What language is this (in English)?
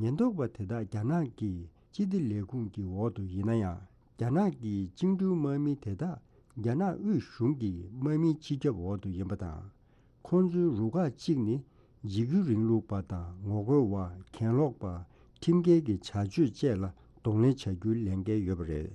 Tibetan